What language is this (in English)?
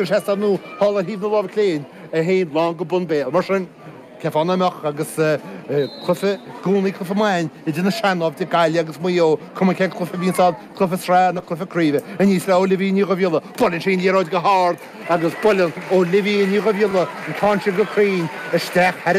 Irish